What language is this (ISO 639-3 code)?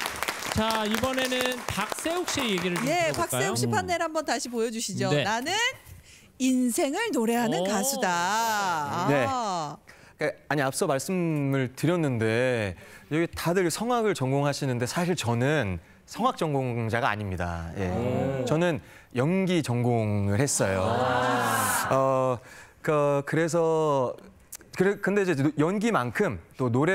kor